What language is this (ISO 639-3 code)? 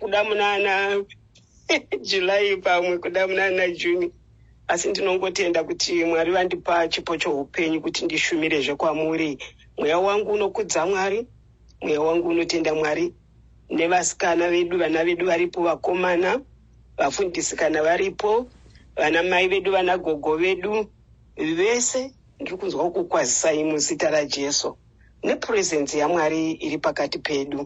sna